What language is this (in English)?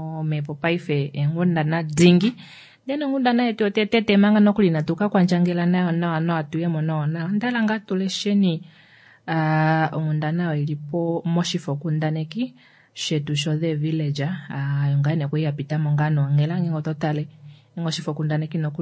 Kuanyama